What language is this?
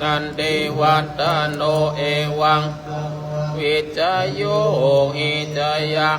Pali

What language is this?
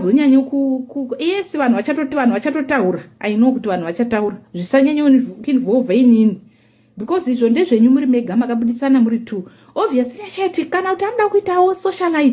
Shona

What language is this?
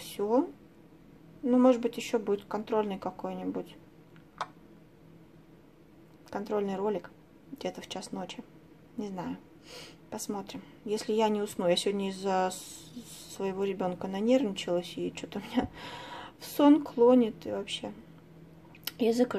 Russian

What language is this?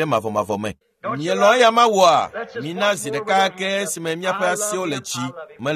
Ewe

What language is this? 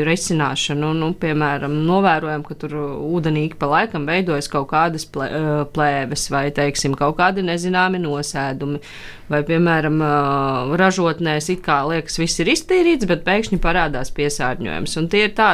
Latvian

